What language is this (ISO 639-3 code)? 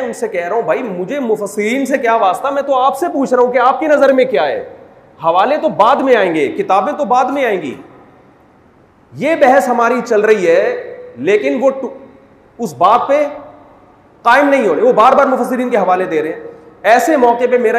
urd